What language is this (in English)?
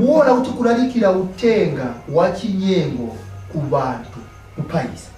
Nyanja